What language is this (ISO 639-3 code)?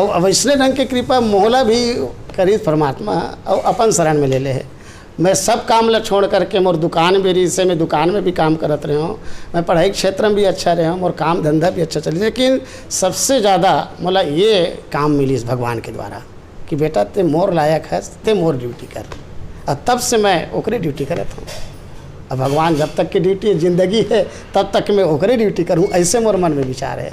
hne